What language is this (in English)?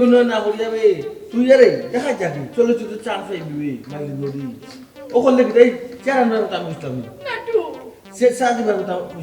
Sylheti